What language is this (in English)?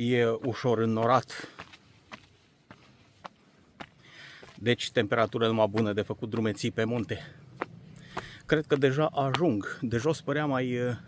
Romanian